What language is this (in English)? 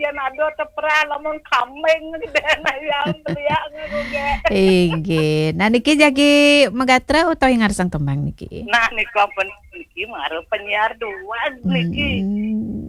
Balinese